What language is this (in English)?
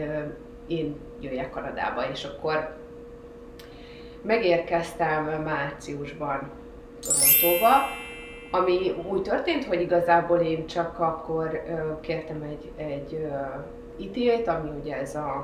Hungarian